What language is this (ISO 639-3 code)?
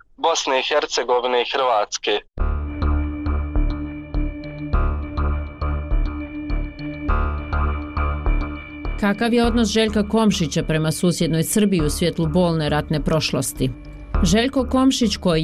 bos